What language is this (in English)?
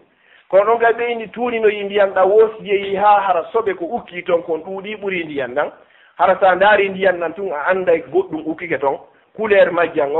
Fula